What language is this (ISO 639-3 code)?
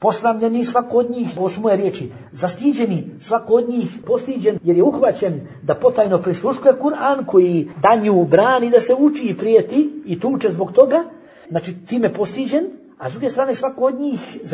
bos